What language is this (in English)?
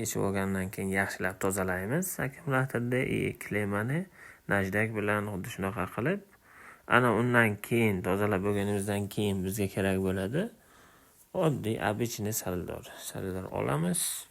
Uzbek